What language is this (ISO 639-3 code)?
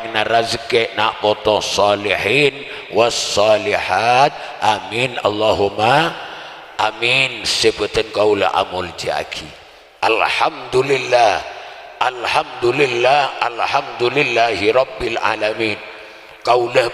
mad